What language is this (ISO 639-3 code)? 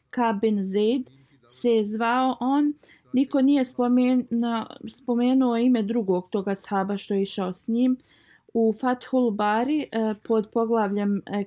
bos